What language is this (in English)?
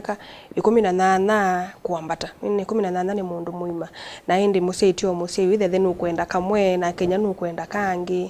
Kamba